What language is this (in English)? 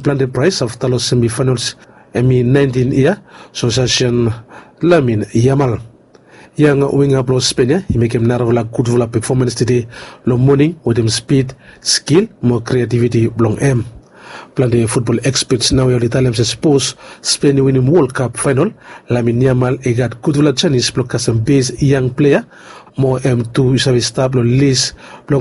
Bislama